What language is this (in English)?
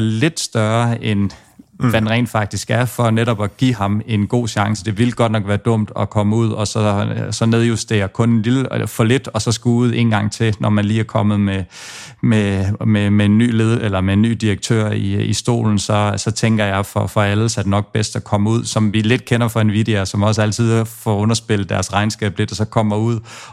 Danish